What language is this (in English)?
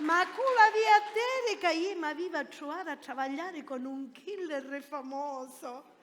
Sicilian